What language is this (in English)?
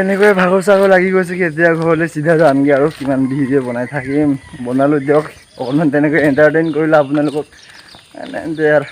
Assamese